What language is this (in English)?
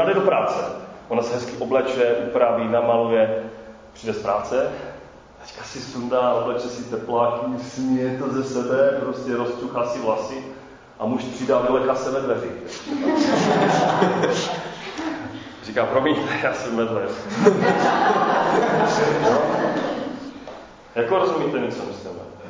Czech